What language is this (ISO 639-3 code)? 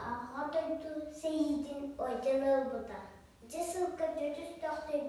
sah